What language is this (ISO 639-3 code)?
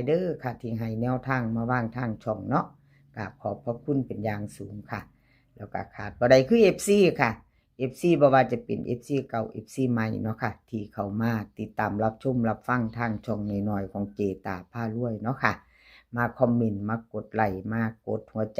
lao